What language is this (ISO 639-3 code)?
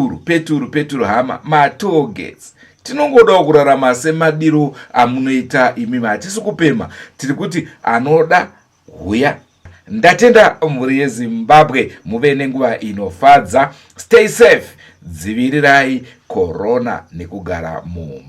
sna